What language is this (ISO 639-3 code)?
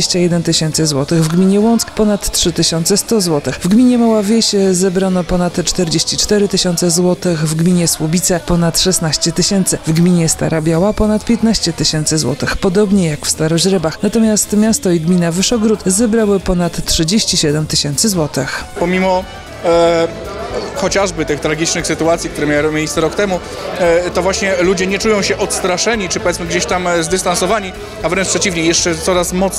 pol